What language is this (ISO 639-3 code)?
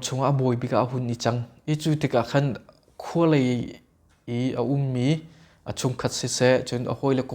cnh